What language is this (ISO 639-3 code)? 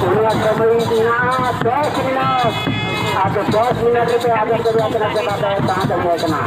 sat